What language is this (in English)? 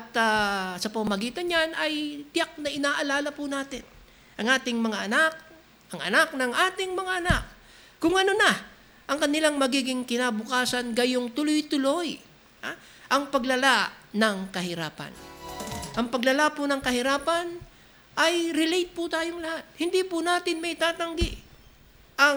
Filipino